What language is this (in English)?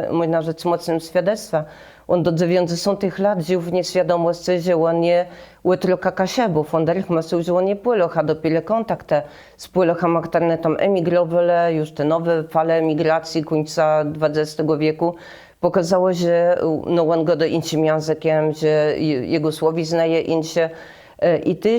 Kashubian